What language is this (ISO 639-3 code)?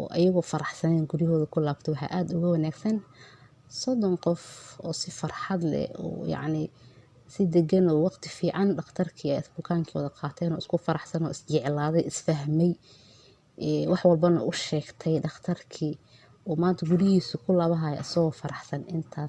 som